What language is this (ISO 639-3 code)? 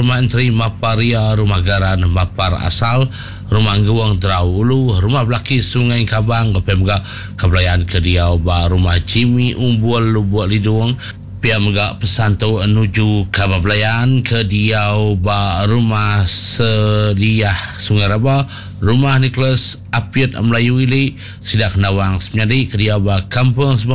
iba